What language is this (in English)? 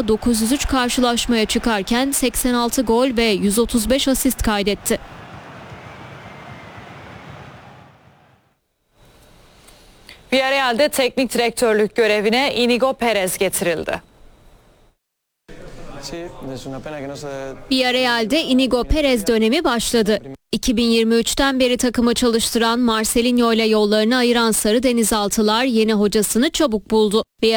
Turkish